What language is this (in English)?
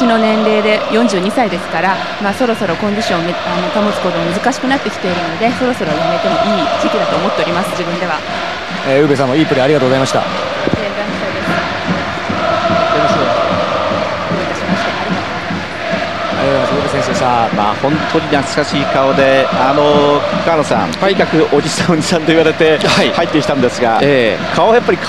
Japanese